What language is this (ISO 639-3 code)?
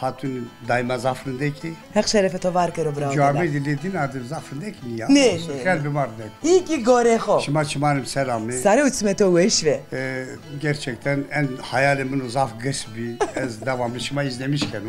zza